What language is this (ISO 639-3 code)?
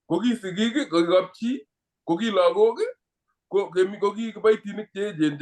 kln